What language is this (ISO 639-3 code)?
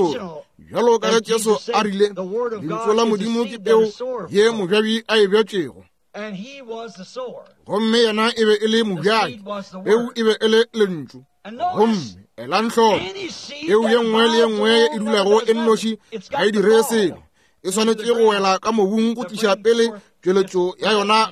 nso